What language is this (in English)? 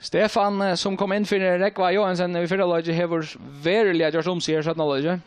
Faroese